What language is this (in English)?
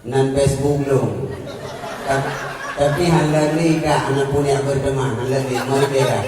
Achinese